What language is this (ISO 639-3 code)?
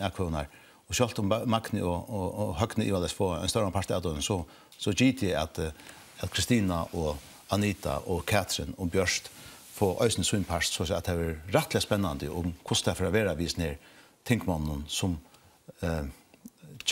fao